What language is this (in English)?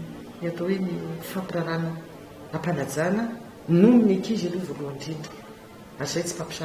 Malagasy